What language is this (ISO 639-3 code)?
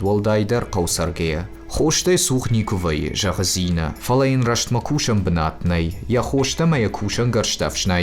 oss